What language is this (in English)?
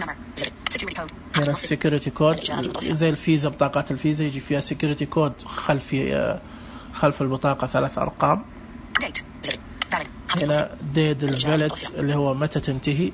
Najdi Arabic